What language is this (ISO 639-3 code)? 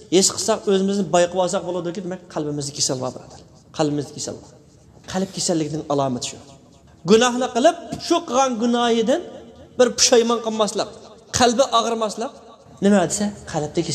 uig